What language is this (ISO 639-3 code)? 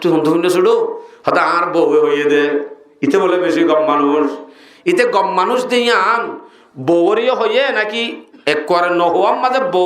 rhg